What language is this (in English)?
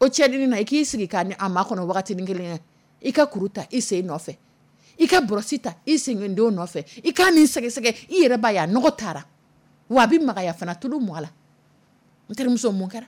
Dyula